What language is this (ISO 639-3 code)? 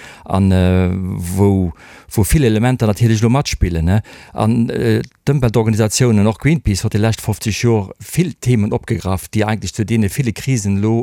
ltz